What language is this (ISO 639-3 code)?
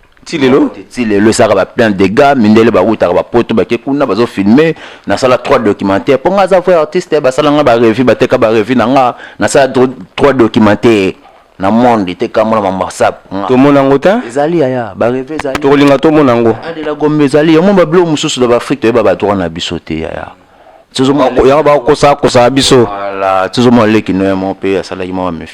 lin